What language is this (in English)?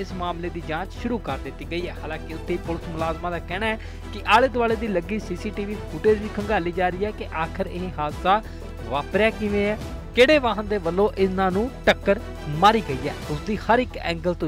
Punjabi